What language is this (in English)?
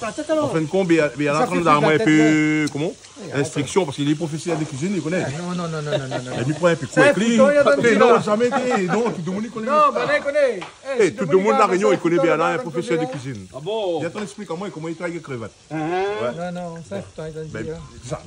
Réunion Creole French